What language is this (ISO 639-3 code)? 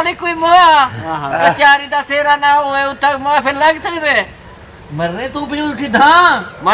skr